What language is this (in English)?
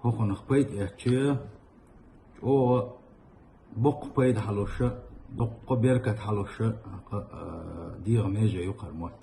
Chechen